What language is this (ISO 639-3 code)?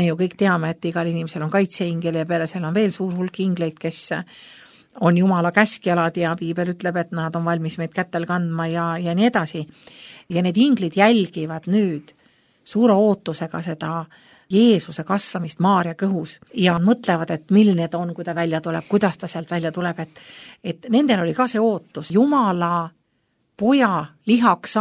est